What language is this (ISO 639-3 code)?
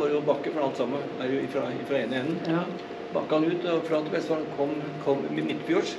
nor